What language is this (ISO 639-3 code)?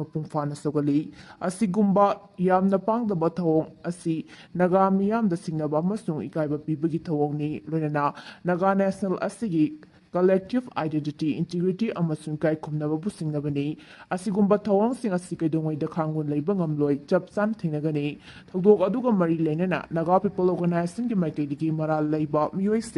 mni